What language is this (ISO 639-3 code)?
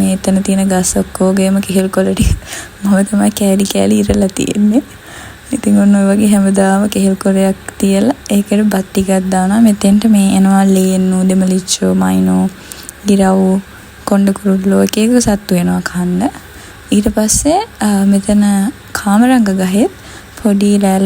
sin